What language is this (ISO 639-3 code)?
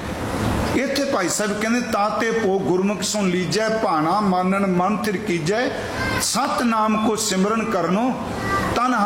pan